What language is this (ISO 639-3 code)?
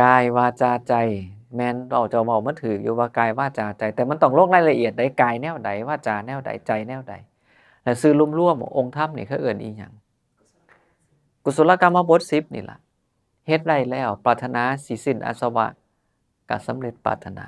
tts